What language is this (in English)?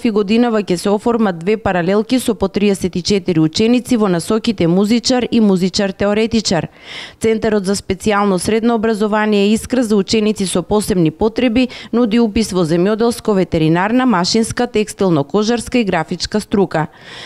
Macedonian